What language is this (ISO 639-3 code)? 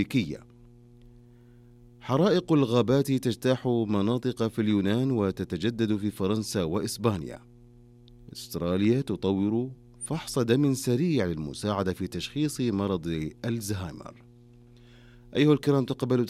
ara